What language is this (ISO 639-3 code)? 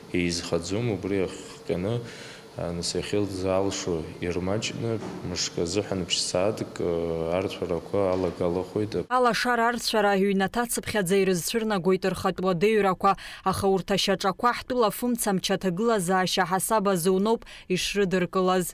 abk